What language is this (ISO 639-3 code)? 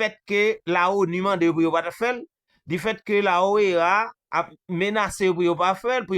hat